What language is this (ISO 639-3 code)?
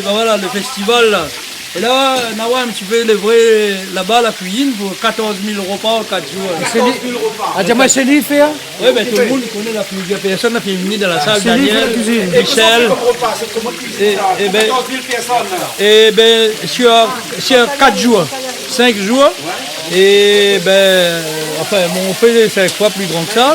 rcf